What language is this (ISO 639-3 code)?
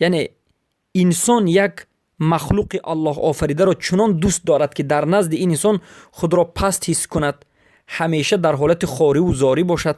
fas